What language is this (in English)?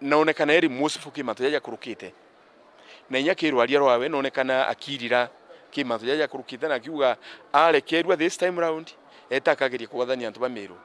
Meru